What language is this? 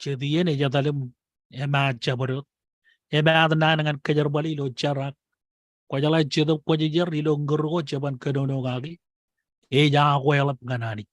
Marshallese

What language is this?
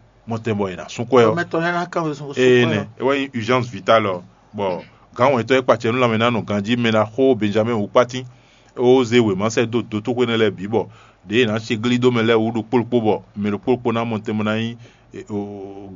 Fon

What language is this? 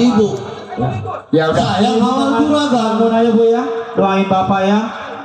Betawi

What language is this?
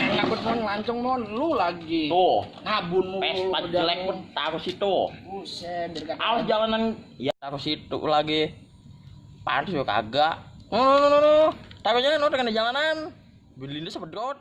Betawi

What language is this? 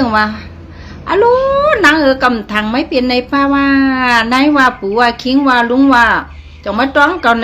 Shan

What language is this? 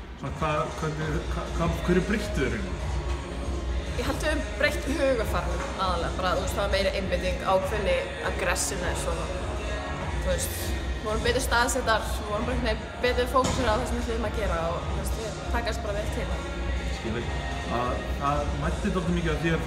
Icelandic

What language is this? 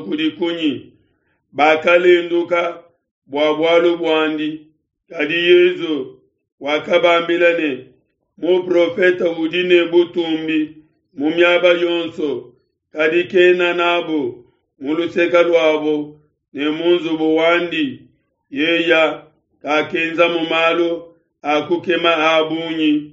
Luba-Lulua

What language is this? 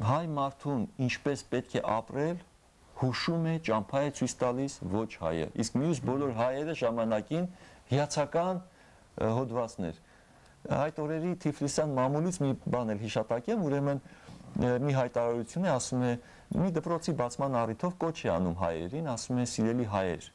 Armenian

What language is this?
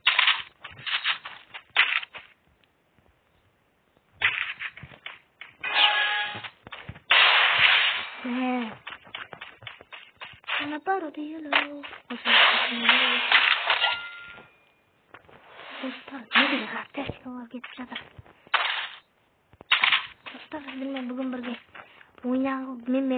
Kazakh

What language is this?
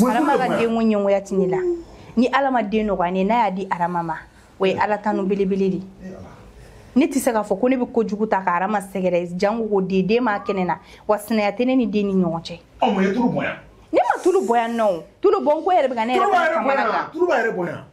Bambara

